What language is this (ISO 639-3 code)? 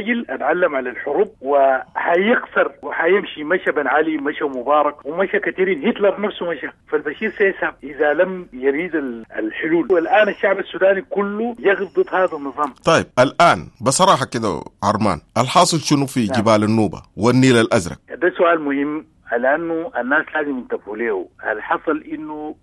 apd